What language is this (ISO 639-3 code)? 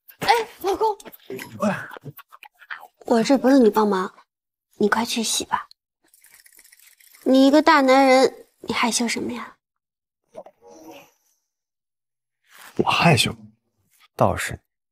zho